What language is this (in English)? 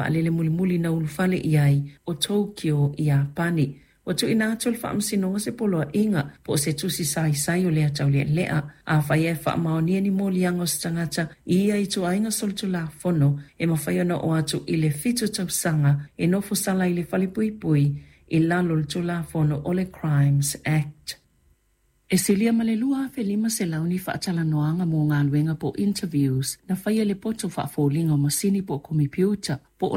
Samoan